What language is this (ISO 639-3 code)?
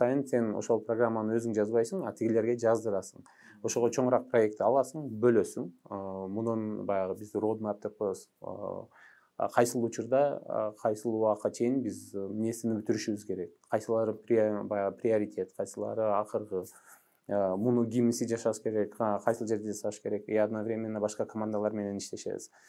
kir